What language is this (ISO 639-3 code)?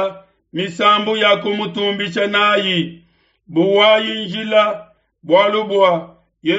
lua